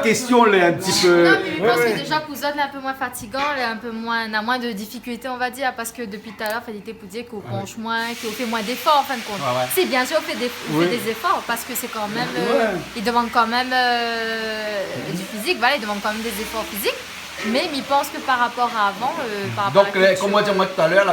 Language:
Réunion Creole French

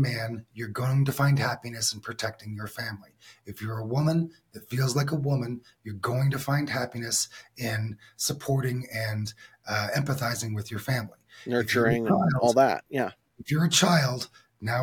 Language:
English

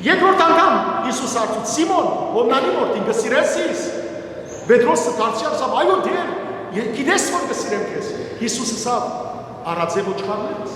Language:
Western Armenian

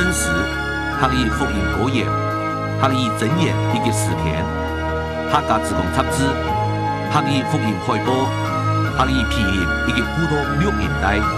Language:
Hakka Chinese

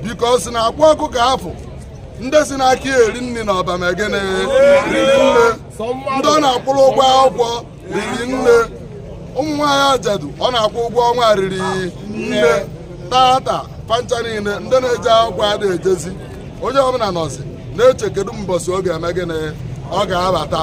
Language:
Igbo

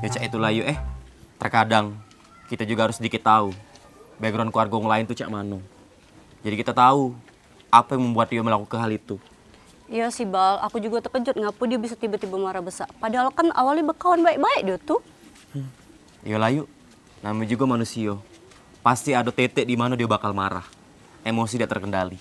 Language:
Musi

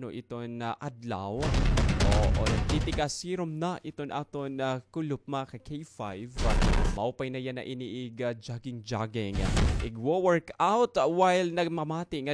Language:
Waray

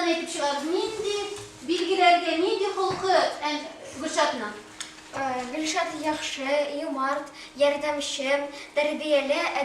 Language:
Tatar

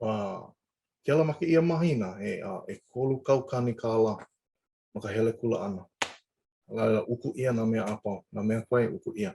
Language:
Hawaiian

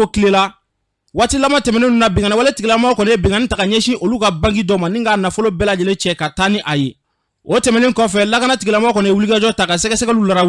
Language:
Bambara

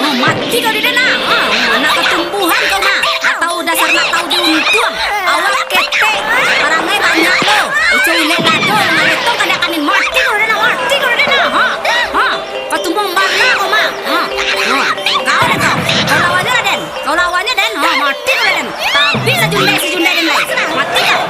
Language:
Minangkabau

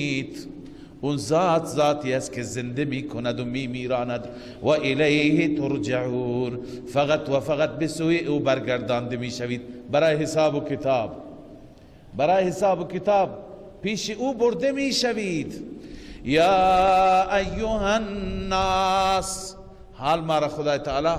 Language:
Persian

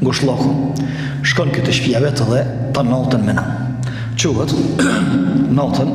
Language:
Albanian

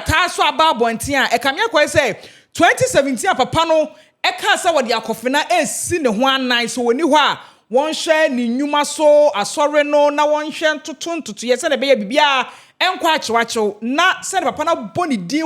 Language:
Akan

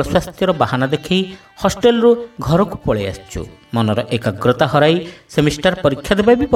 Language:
Odia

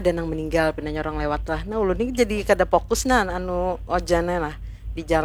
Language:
Banjar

